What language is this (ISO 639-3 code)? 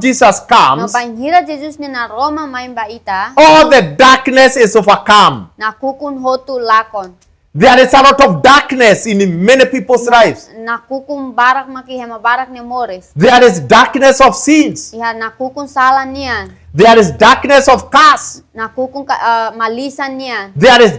tet